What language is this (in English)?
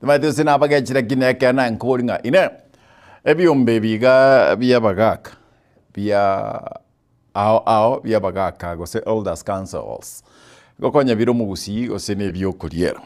Gusii